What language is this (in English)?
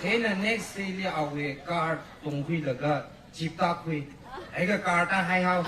Tangkhul Naga (India)